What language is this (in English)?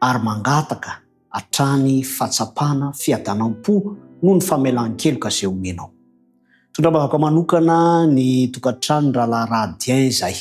Malagasy